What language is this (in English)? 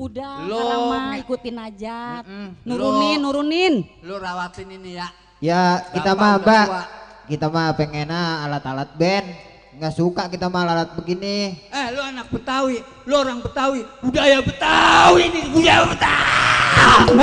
Betawi